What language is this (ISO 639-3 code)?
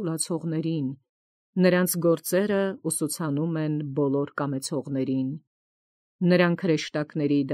hye